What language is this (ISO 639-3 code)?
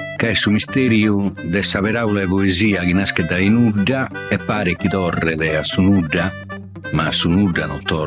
srd